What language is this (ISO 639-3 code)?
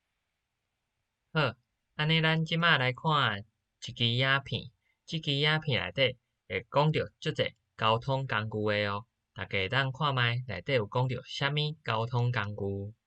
nan